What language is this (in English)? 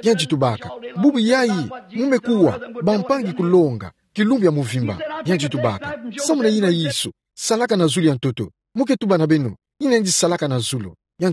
Kituba (Democratic Republic of Congo)